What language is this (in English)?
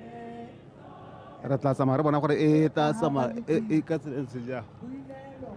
Tswana